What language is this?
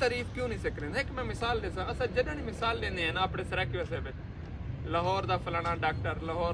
Saraiki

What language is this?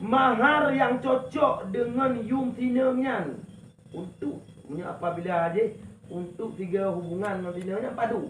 Achinese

